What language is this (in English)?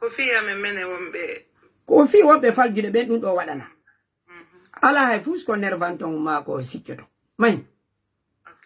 Fula